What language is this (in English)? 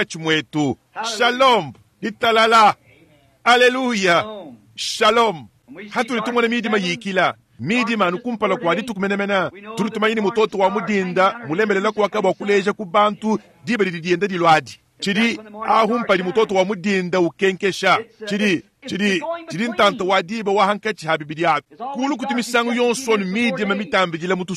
Luba-Lulua